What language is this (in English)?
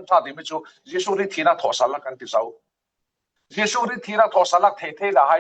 Falam Chin